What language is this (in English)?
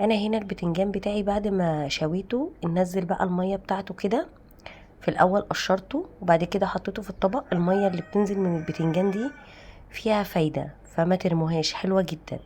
Egyptian Arabic